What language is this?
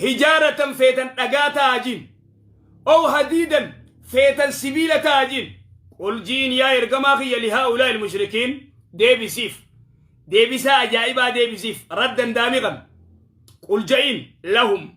Oromo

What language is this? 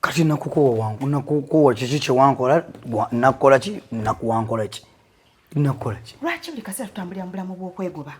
Ganda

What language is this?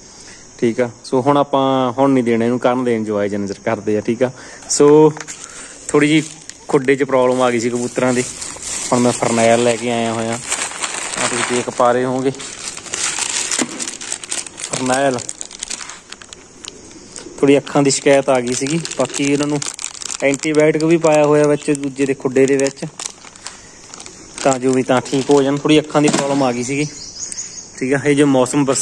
Punjabi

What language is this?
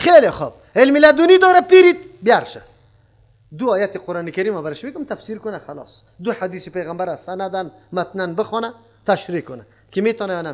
Persian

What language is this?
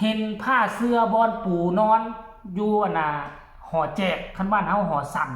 Northeastern Thai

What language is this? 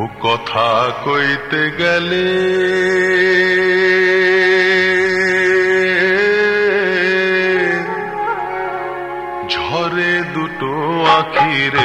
Bangla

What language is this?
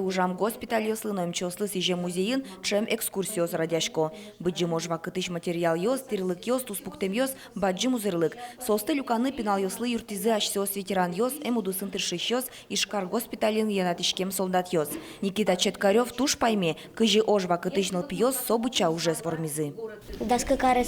Udmurt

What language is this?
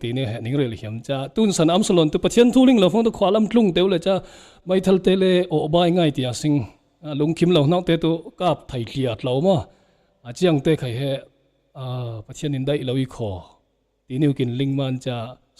Falam Chin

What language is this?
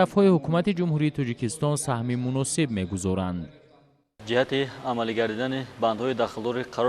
Tajik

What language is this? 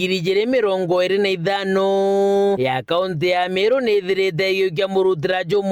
Meru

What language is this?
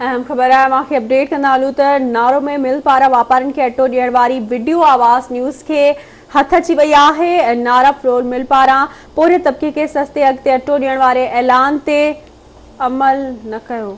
Sindhi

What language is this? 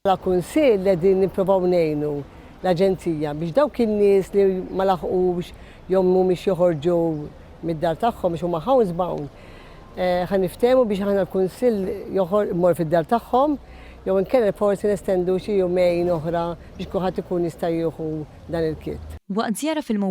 Maltese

